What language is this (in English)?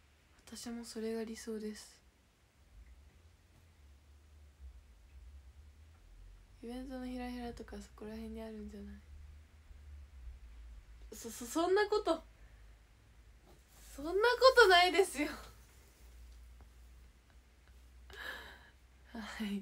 Japanese